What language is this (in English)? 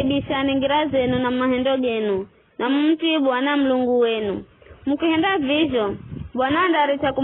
Giryama